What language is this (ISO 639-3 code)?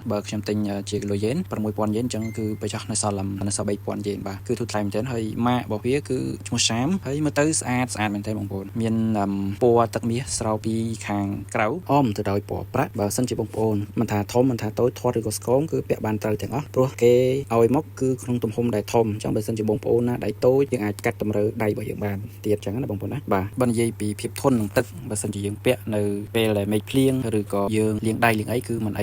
khm